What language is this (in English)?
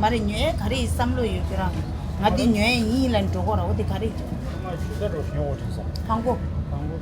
Tibetan